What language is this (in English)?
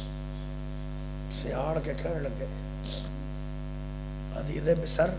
Urdu